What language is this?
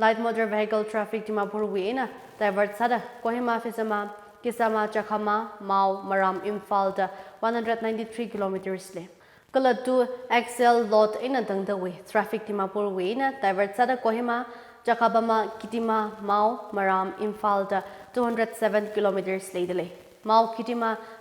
Tangkhul Naga (India)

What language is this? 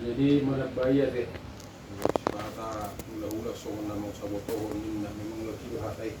Batak Toba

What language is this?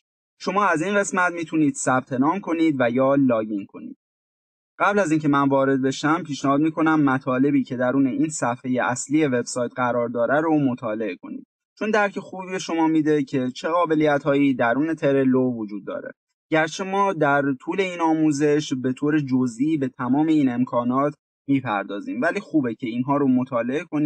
Persian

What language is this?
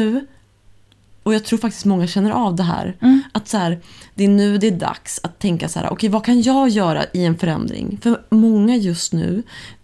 Swedish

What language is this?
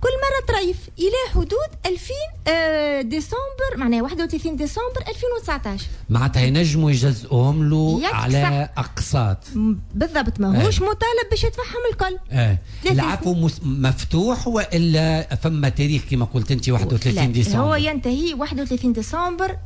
Tunisian Arabic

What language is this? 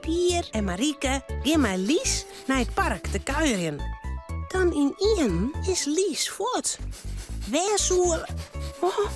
Western Frisian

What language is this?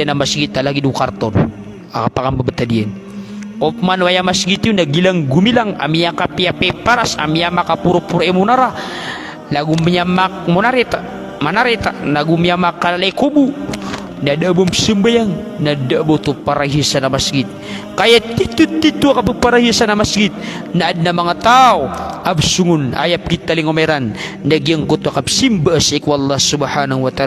Maranao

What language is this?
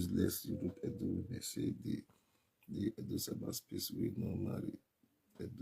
Nigerian Pidgin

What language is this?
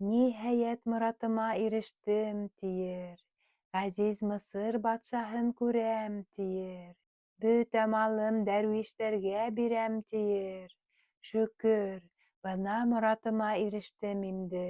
Bashkir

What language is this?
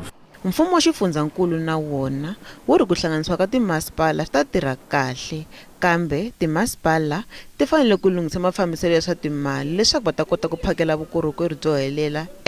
Tsonga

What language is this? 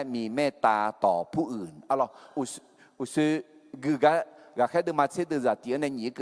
Akha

